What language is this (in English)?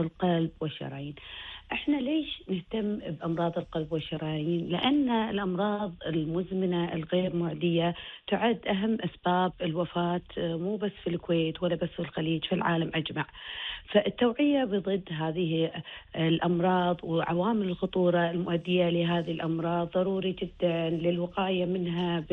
Gulf Arabic